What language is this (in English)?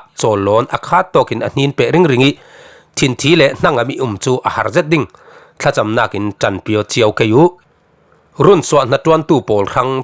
Falam Chin